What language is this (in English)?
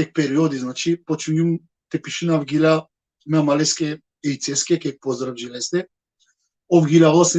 Balkan Romani